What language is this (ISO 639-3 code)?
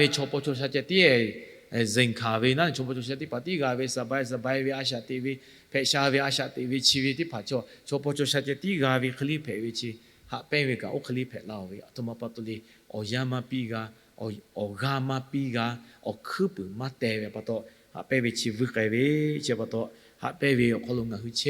lhu